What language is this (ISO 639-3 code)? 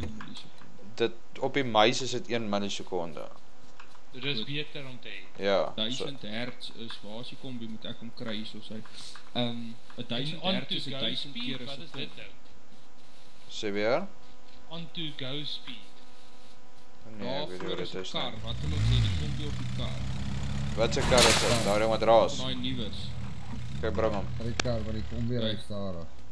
afr